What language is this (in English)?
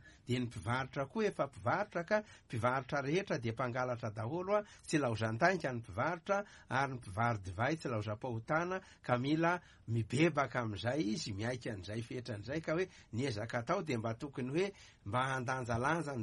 Malagasy